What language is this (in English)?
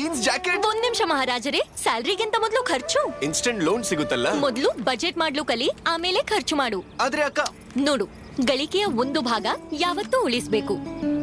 Kannada